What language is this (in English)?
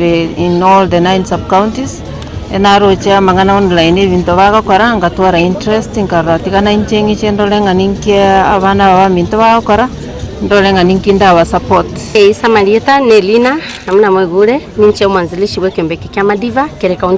Gusii